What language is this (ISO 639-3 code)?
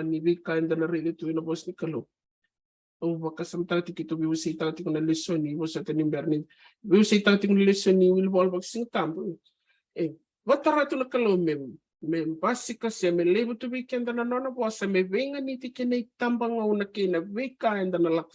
fij